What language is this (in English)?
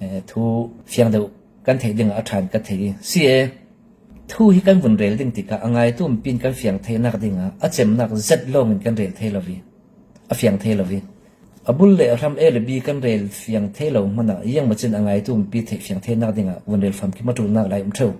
Falam Chin